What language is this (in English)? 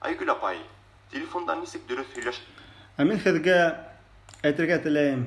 Bashkir